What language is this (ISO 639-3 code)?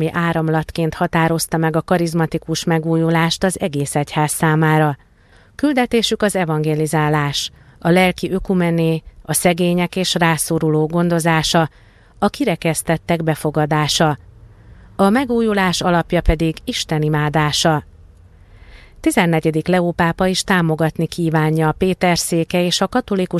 hun